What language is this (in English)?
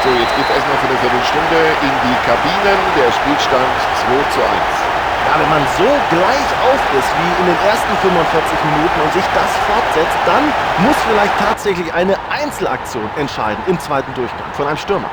Bavarian